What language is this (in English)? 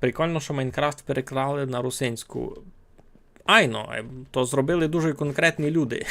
Rusyn